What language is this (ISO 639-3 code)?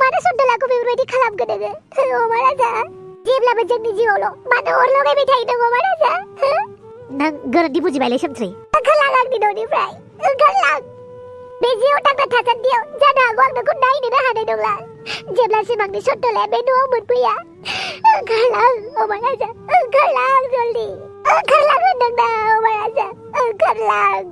brx